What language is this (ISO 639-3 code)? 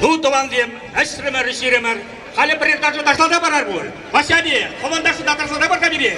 chv